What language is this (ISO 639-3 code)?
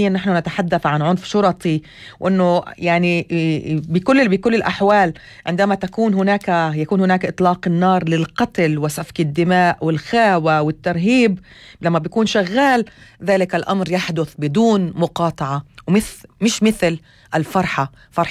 apc